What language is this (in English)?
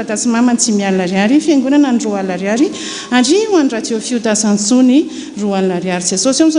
Malagasy